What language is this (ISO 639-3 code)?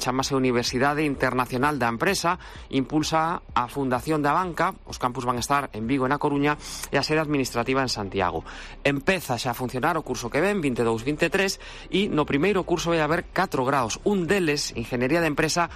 glg